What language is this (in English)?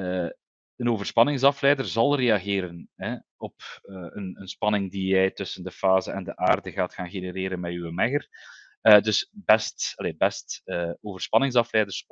Dutch